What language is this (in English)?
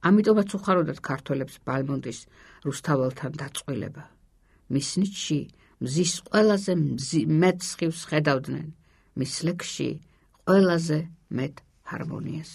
Georgian